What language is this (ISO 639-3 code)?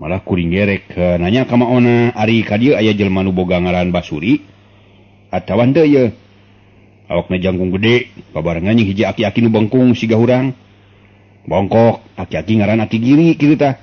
sun